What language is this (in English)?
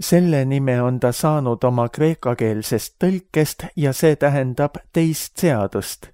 Estonian